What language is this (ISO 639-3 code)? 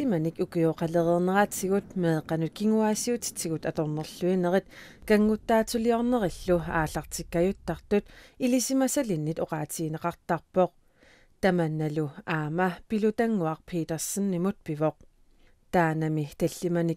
kal